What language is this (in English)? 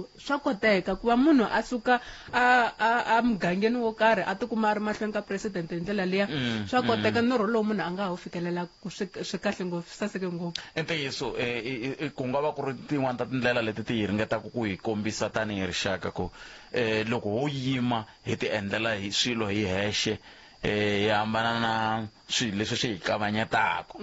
Tsonga